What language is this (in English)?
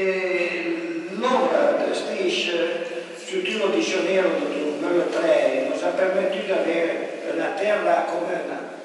Arpitan